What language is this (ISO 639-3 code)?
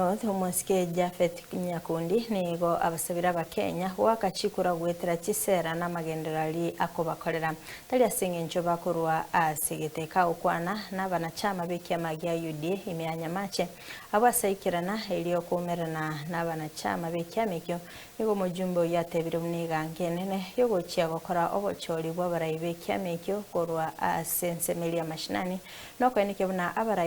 guz